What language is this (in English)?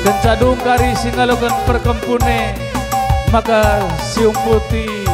Batak Karo